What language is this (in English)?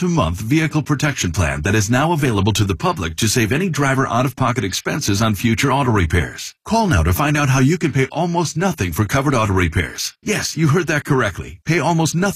English